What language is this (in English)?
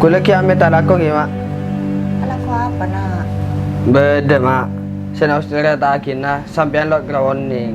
Madurese